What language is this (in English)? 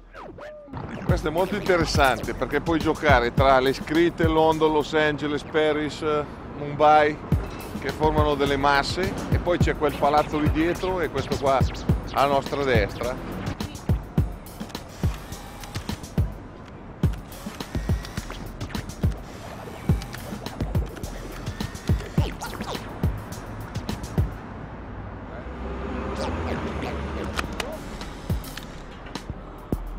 Italian